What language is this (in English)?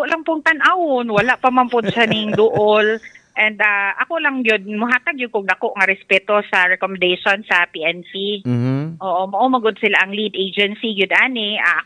Cebuano